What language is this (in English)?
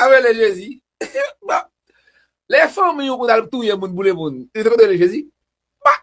Haitian Creole